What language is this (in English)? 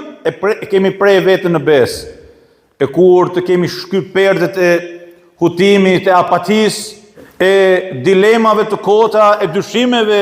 Albanian